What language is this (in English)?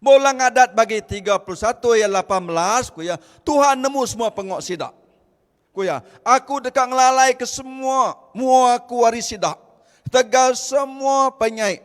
Iban